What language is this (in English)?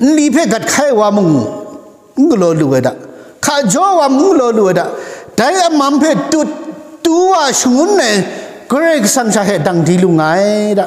Kachin